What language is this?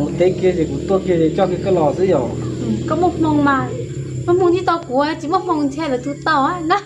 Hmong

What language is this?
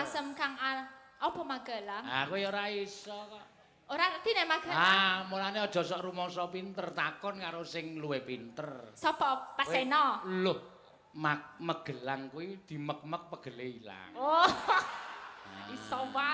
Javanese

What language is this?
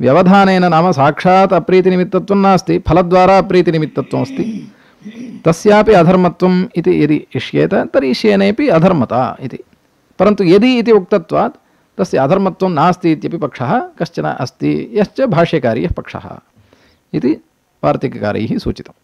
Sanskrit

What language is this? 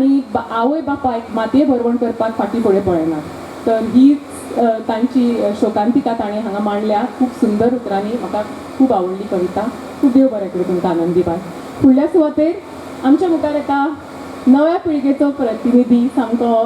Konkani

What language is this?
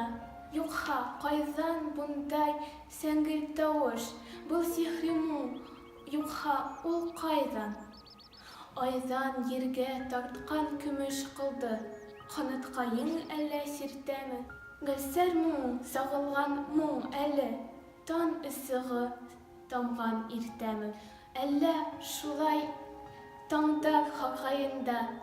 Bashkir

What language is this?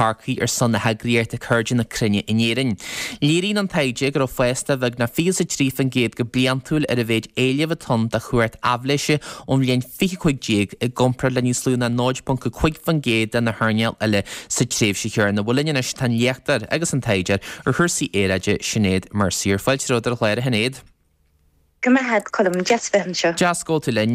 Irish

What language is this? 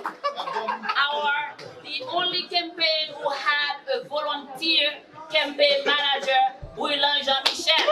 Haitian Creole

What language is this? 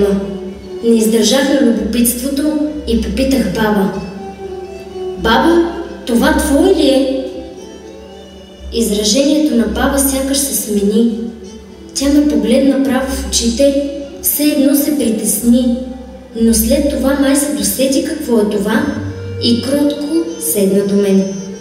Bulgarian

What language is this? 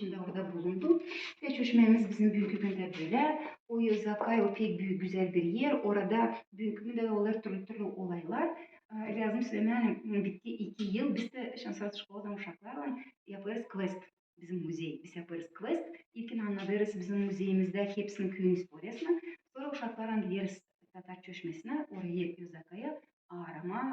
Gagauz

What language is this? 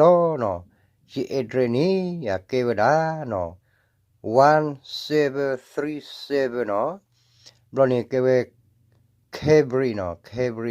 S'gaw Karen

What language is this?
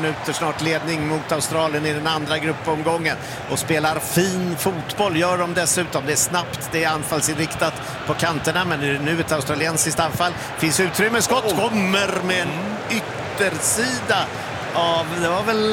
Swedish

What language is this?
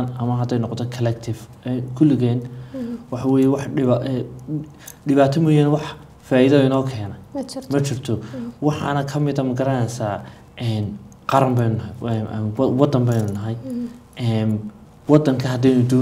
Somali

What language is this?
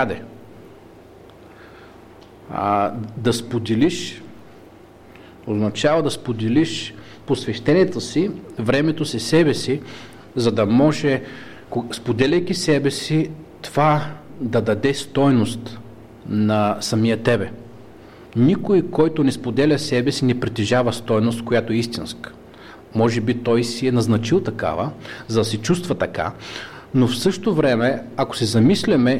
Bulgarian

